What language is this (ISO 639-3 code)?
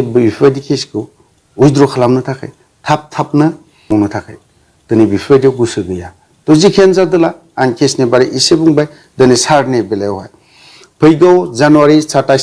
brx